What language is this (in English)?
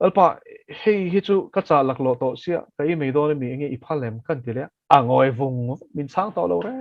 Mizo